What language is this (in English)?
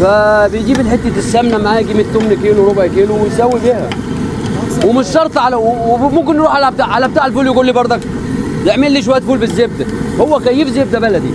Egyptian Arabic